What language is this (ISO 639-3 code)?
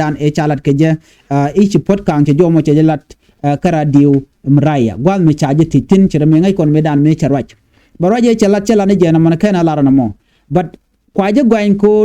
nus